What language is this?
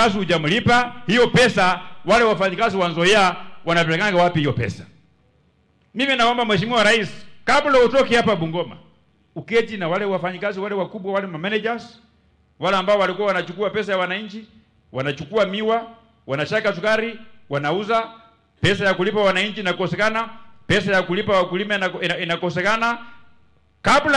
Swahili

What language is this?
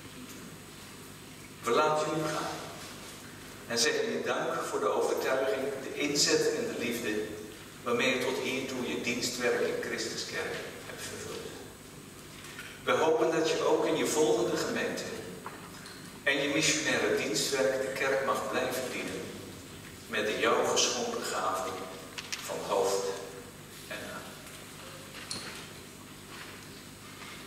Dutch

